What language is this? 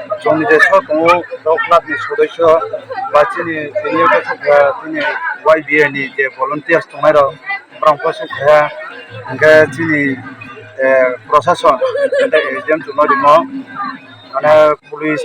Riang (India)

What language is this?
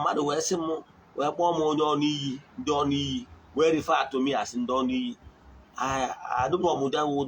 Igbo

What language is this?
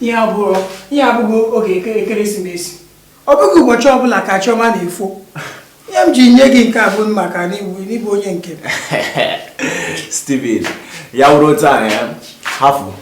Igbo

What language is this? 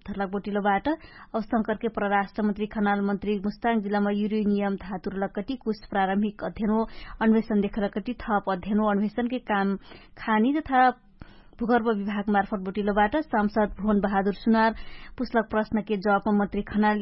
Dangaura Tharu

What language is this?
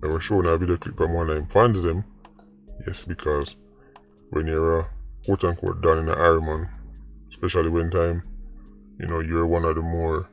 Jamaican Creole English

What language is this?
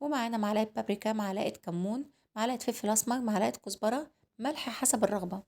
Egyptian Arabic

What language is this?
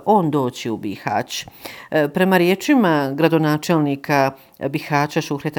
Bosnian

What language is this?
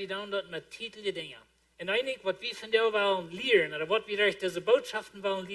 Plautdietsch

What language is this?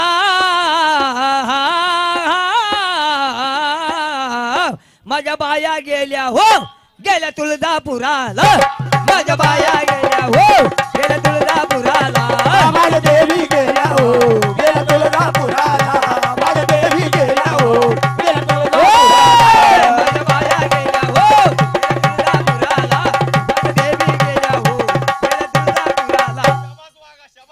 Marathi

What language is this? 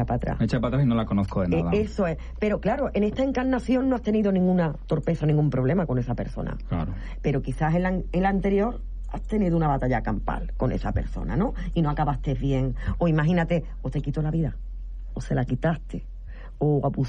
Spanish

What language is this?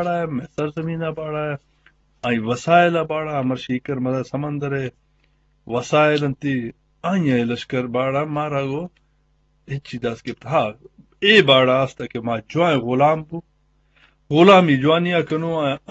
Eastern Balochi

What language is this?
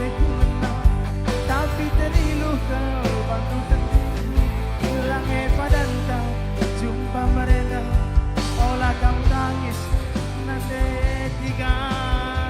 Batak Karo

